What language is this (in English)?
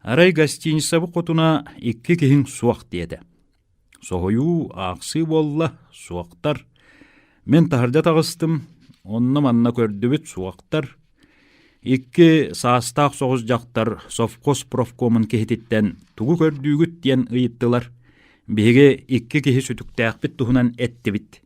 Yakut